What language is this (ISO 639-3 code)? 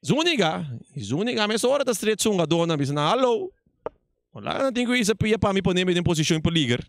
pap